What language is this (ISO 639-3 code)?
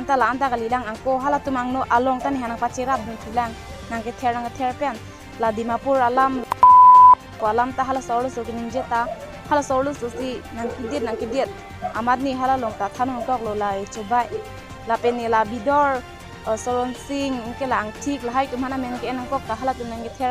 mjw